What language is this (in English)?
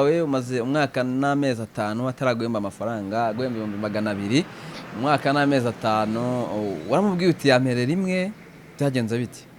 Kinyarwanda